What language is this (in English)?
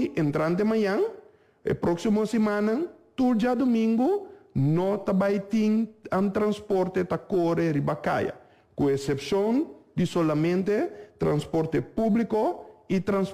Papiamento